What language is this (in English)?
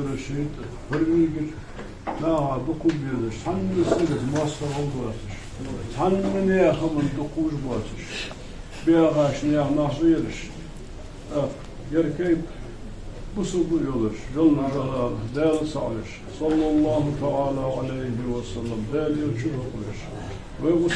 Ingush